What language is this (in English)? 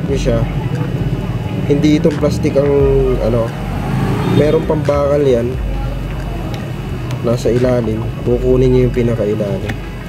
Filipino